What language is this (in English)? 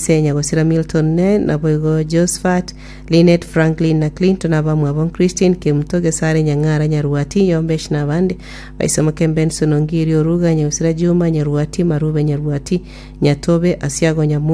Gusii